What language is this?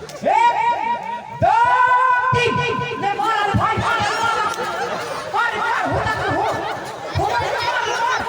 Chhattisgarhi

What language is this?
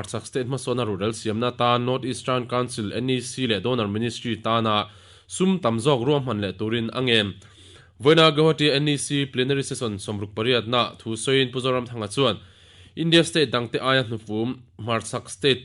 Mizo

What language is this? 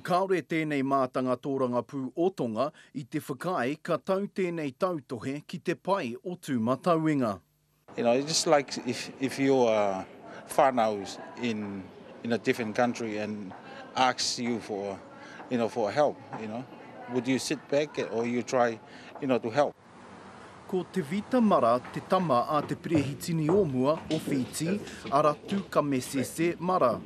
Māori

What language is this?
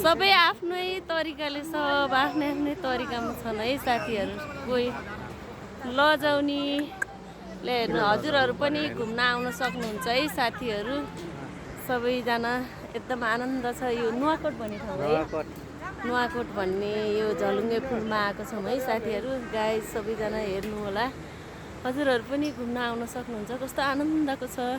Nepali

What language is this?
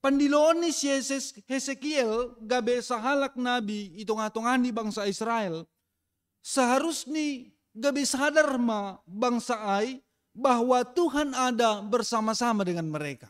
Batak Simalungun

